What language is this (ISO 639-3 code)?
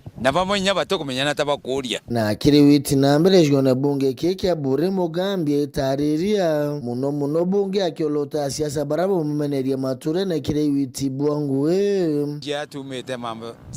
mer